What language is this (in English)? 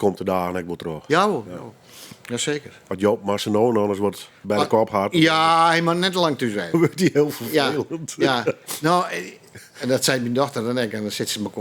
Western Frisian